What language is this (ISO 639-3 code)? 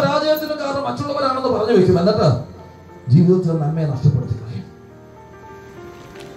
mal